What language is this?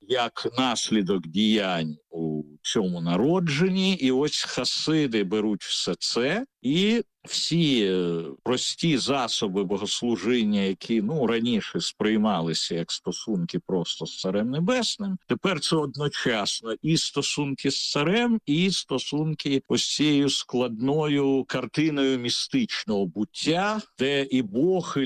Ukrainian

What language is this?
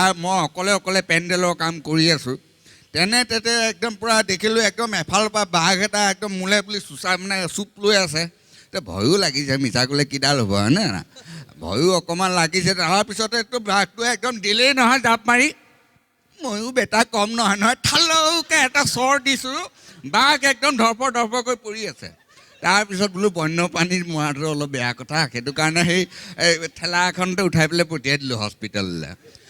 Assamese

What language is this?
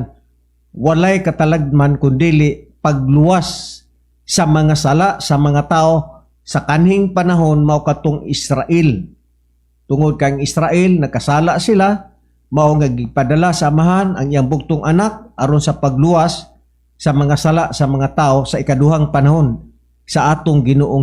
Cebuano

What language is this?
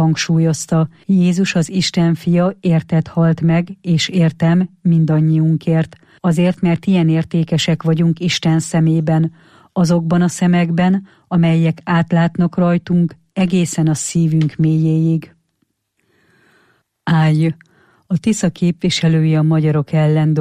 Hungarian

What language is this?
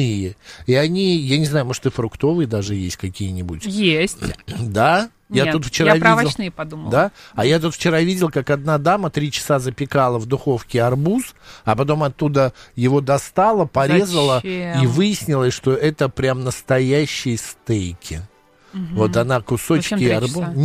Russian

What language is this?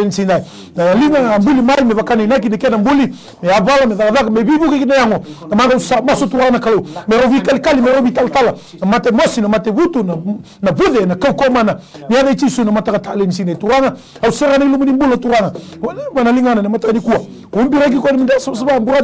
Fijian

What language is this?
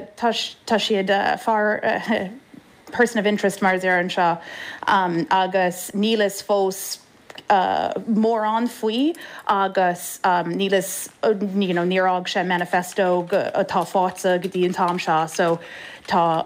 Irish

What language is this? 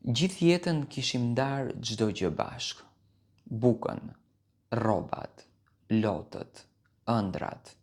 Albanian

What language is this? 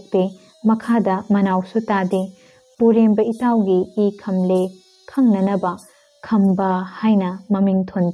Manipuri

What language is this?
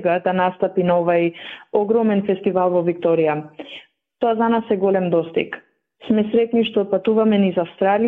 Macedonian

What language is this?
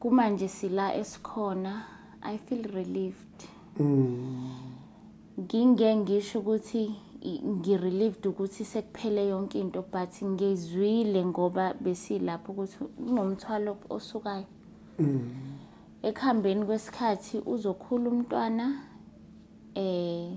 Zulu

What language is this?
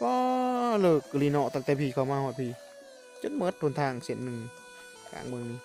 Northeastern Thai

